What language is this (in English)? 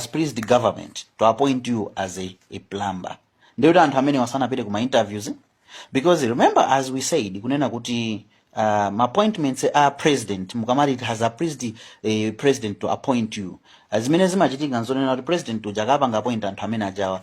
Nyanja